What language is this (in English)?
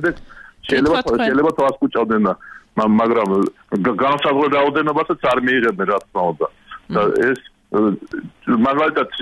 Georgian